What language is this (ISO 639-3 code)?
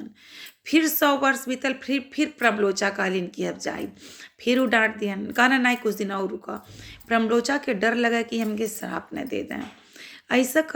bho